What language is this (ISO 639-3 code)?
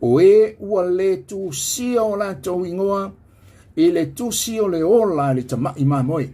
smo